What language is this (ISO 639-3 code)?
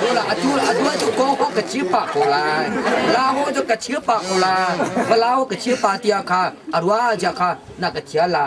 cnh